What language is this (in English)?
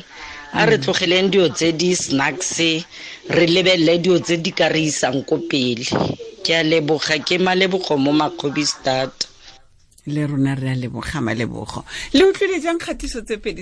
Tswana